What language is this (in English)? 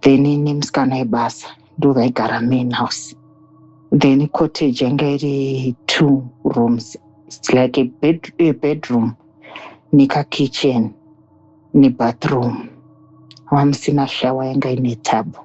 Shona